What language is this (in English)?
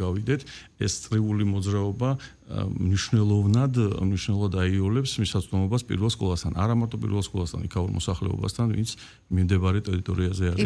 Georgian